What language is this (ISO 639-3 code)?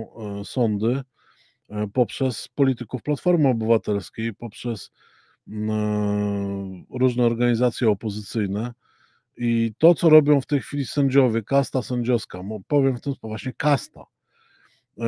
pol